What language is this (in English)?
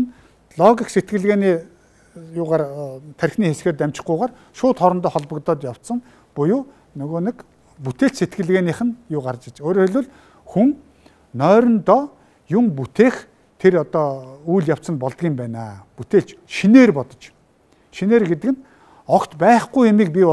Mongolian